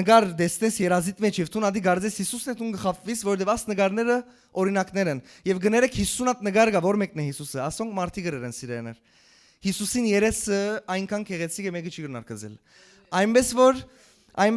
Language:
Western Armenian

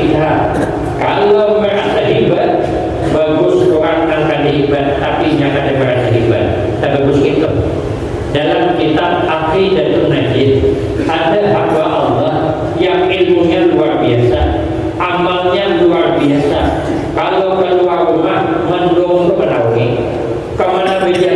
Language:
Banjar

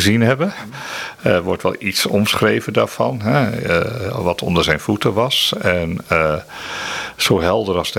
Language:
Dutch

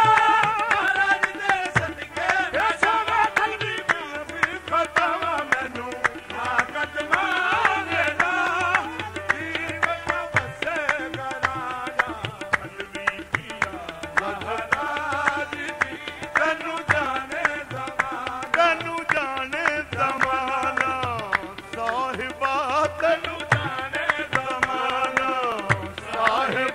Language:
Punjabi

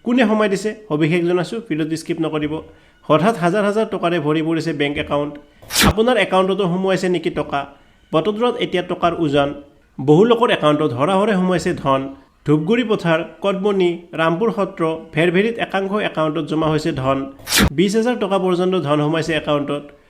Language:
Assamese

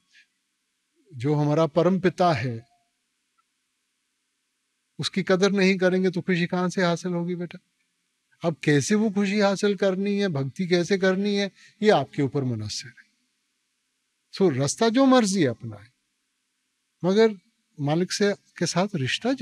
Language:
Punjabi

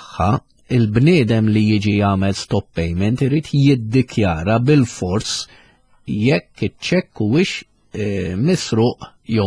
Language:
Maltese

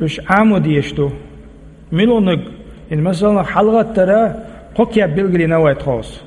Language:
Chechen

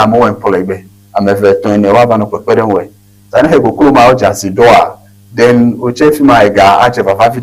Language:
Ewe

